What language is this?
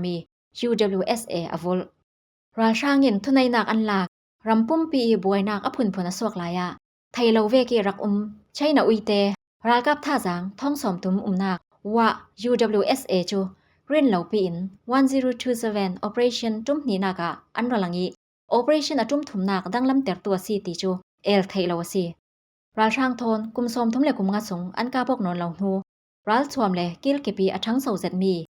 Falam Chin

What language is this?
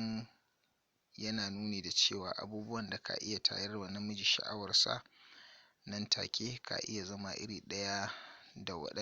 Hausa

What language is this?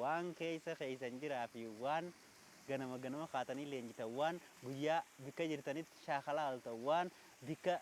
Oromo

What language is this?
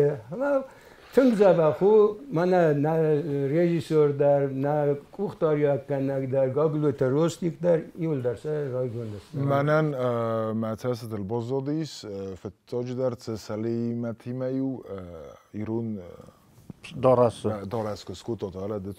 Ossetic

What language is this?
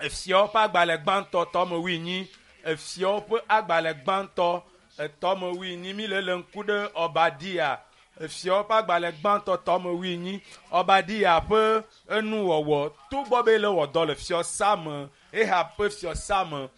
Ewe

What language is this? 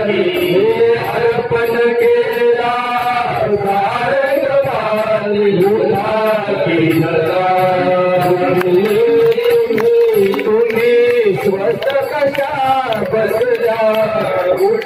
Marathi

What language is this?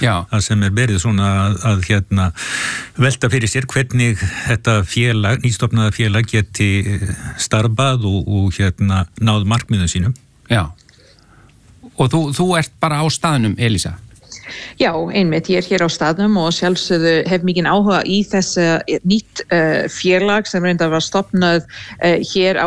Icelandic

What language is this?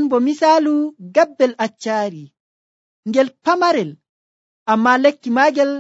Nigerian Fulfulde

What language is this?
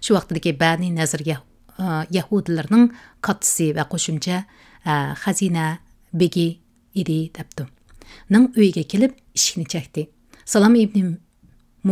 Uyghur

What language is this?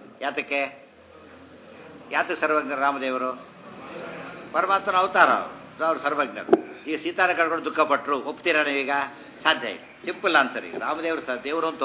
Kannada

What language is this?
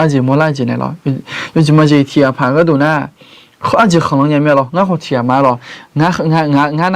Akha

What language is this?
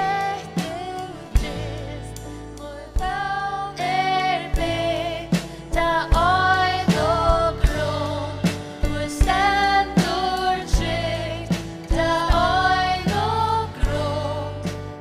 Faroese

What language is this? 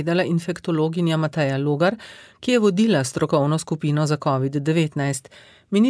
Slovenian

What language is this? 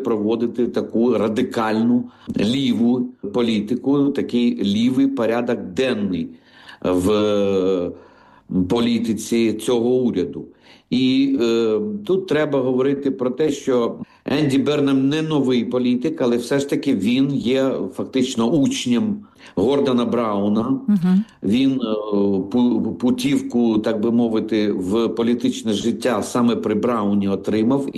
Ukrainian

